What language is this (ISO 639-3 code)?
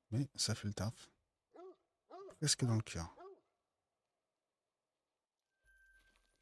fra